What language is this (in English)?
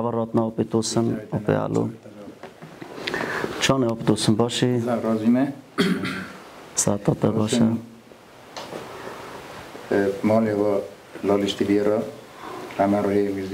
Kurdish